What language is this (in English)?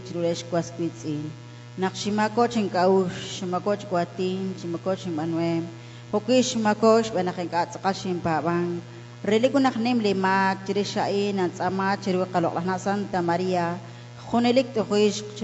Kekchí